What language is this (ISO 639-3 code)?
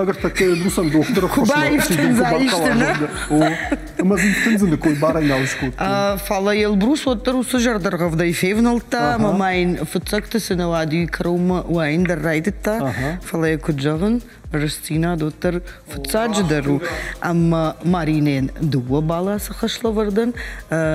oss